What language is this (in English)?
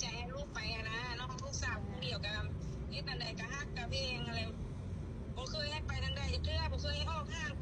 Lao